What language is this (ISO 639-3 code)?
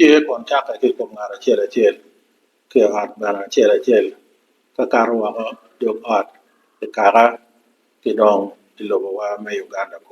ach